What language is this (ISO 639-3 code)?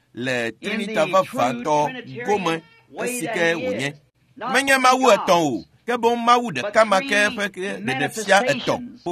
ewe